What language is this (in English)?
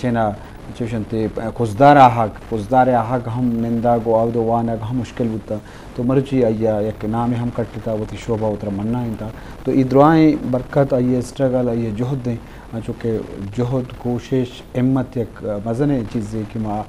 Eastern Balochi